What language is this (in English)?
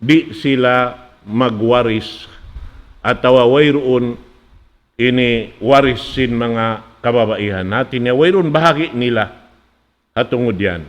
Tausug